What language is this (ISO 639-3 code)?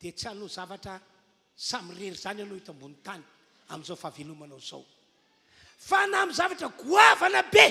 mlg